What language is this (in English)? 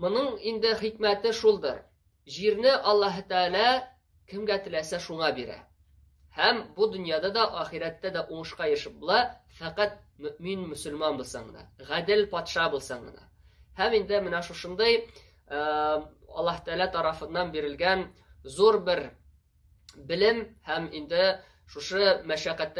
Tatar